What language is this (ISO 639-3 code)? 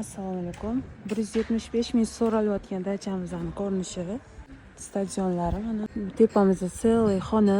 uzb